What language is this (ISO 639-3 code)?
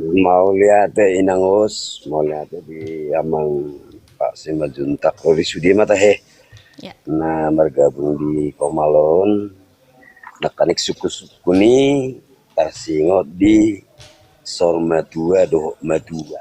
bbc